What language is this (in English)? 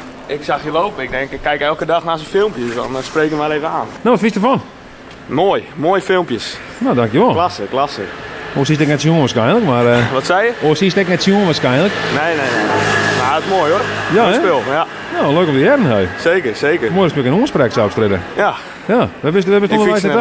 Western Frisian